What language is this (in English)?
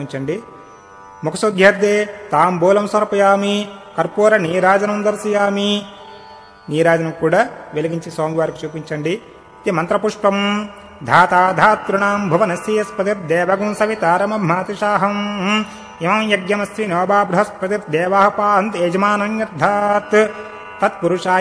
Telugu